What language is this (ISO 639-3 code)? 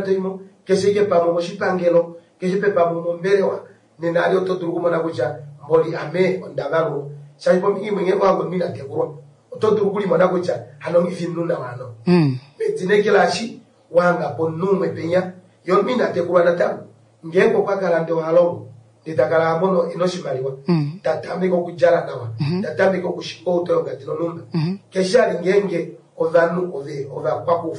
kua